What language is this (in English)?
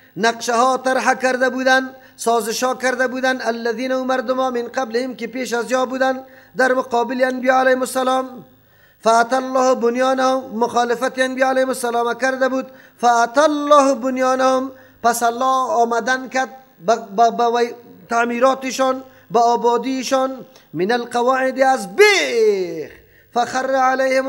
Persian